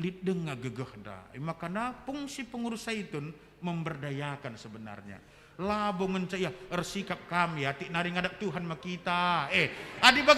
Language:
Batak Karo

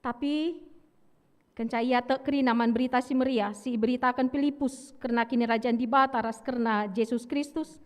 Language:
Batak Karo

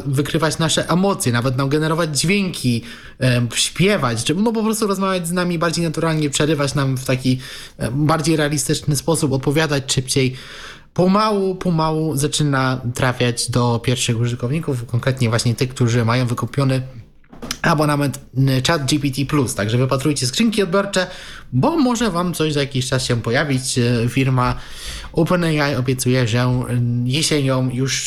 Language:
Polish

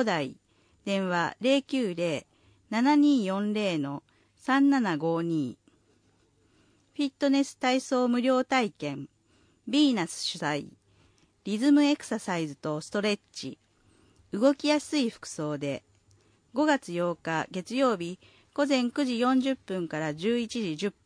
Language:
Japanese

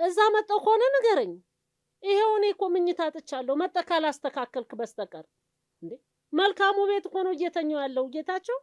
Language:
Amharic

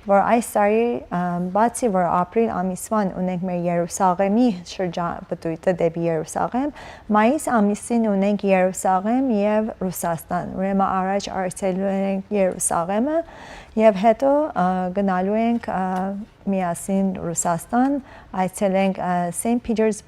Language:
Western Armenian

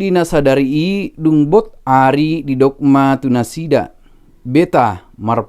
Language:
Batak Toba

